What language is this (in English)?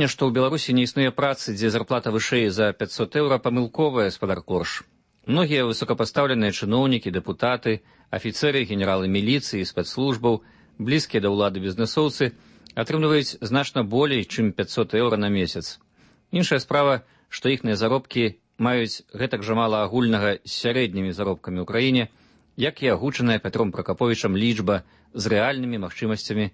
Belarusian